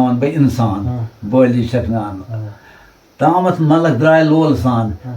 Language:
Kashmiri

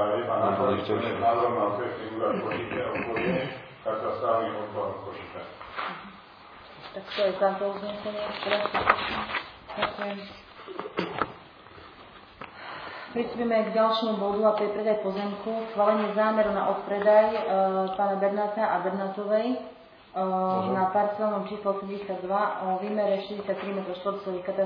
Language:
Slovak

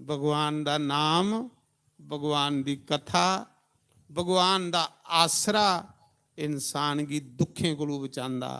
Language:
Dogri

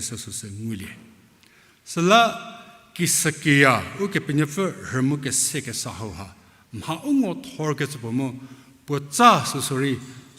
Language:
Angami Naga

